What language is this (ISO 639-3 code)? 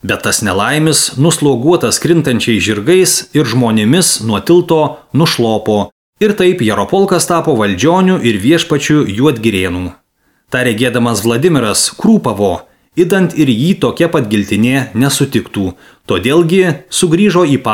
lit